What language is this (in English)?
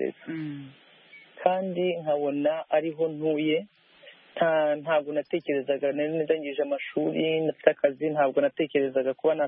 Kinyarwanda